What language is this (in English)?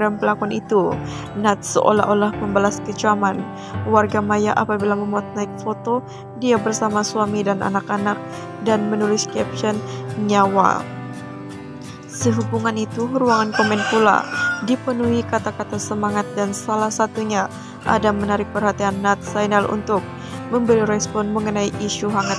Malay